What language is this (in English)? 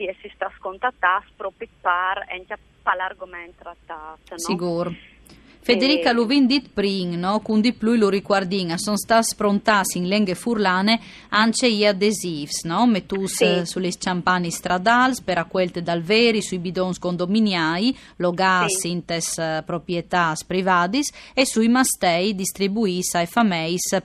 Friulian